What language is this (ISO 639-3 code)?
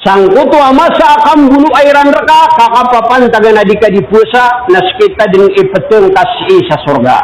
mrw